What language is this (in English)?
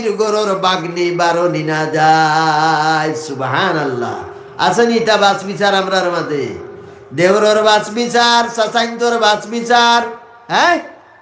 Sylheti